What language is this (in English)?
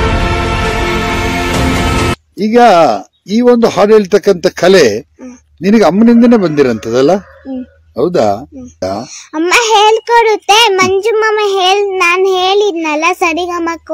Kannada